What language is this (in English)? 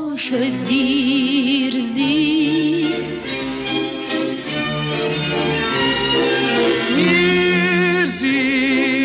Persian